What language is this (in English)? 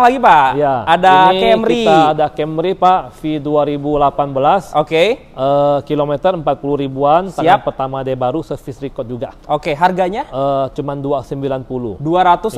Indonesian